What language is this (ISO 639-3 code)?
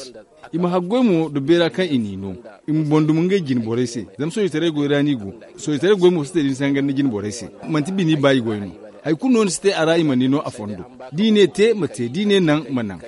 dje